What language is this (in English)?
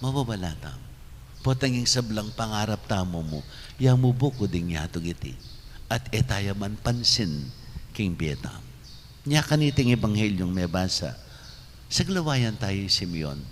Pampanga